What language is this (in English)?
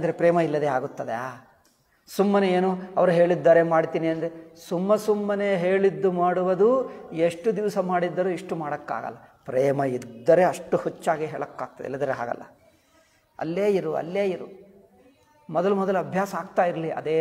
Kannada